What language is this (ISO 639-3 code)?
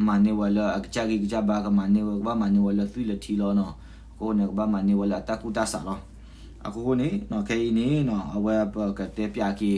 ksw